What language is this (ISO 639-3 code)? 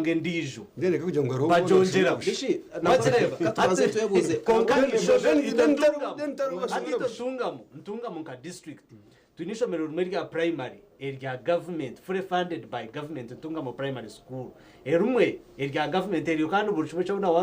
nyn